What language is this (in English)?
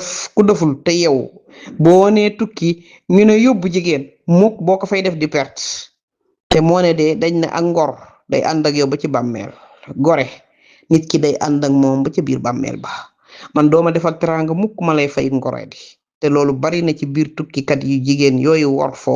Wolof